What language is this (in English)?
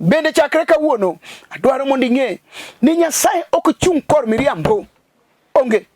Luo (Kenya and Tanzania)